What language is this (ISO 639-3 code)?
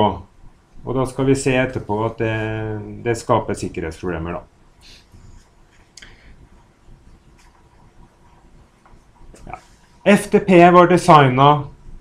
nor